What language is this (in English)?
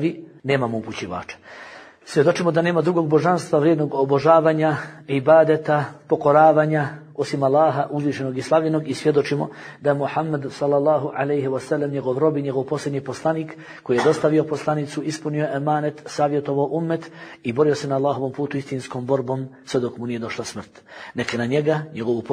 Bosnian